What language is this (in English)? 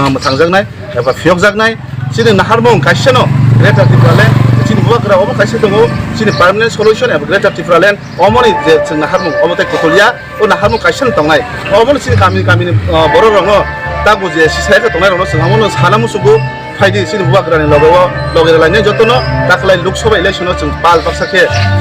Kok Borok